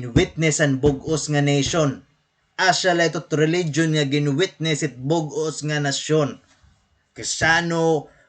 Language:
Waray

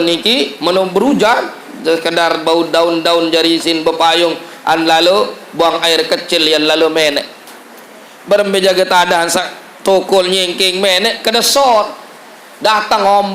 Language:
Sasak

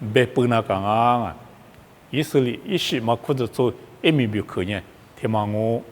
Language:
Lisu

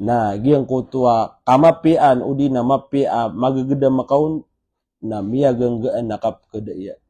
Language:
Maranao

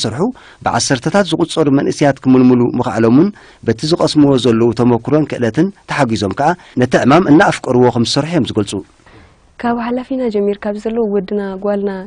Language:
Tigrinya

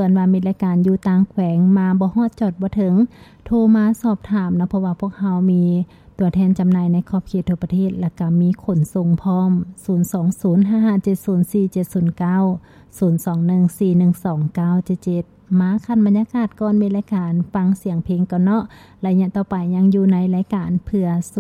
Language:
Lao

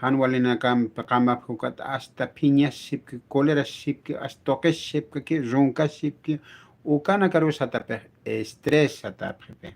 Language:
Aymara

